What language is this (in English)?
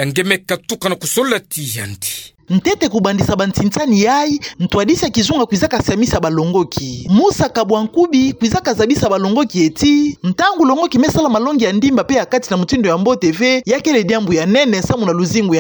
Kituba (Democratic Republic of Congo)